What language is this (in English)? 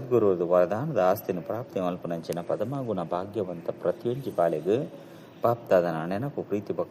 Tulu